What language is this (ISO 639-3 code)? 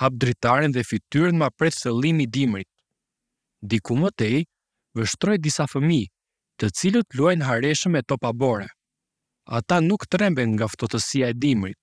sqi